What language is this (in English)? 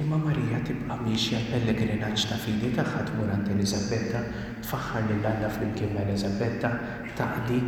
Maltese